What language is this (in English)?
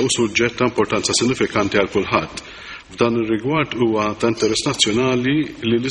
Maltese